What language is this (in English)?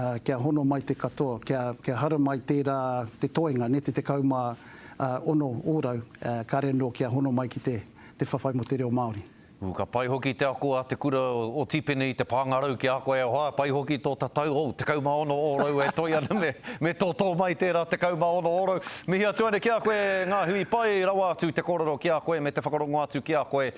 Māori